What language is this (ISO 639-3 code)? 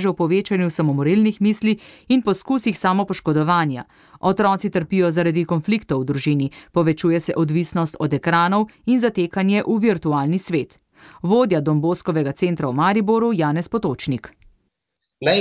slv